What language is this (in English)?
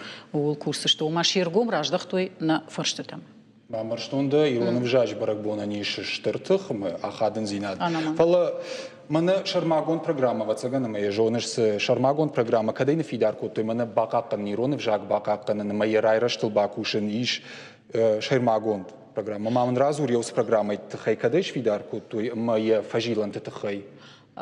Ossetic